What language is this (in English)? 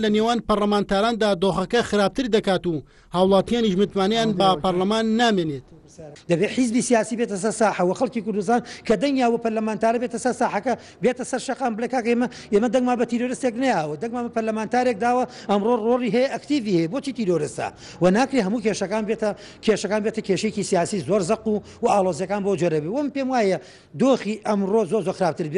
Central Kurdish